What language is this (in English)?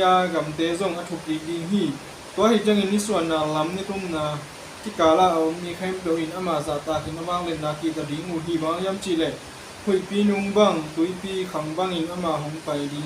Tedim Chin